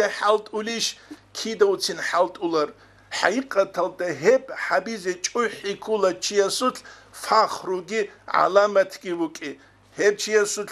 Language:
Avaric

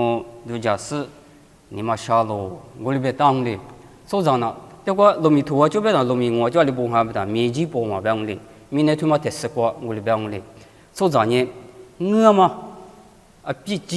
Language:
Lisu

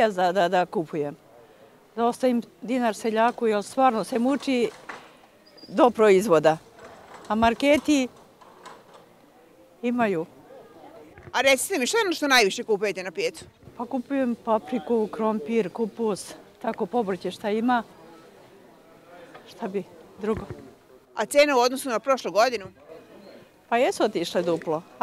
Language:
Serbian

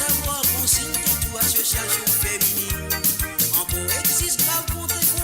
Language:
Morisyen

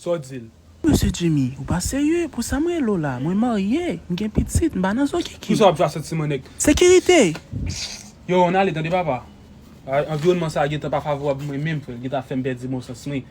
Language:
Haitian Creole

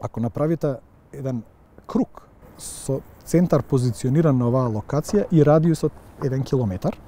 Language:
Macedonian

